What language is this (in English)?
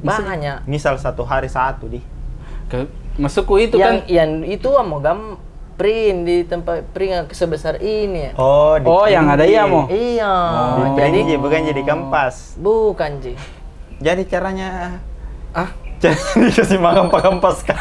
Makassar Malay